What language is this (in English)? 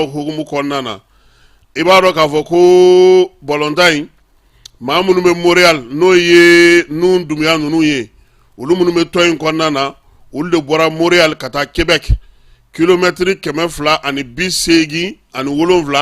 Bambara